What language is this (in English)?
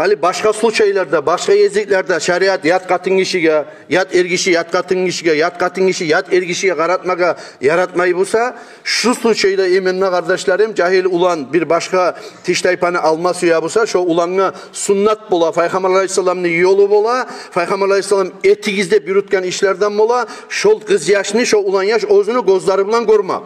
Kumyk